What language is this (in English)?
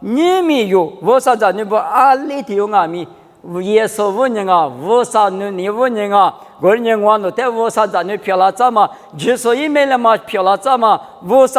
Lisu